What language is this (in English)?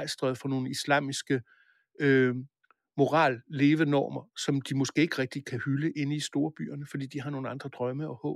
Danish